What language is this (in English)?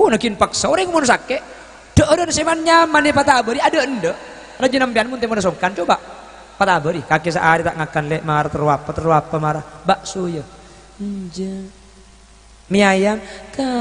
Madurese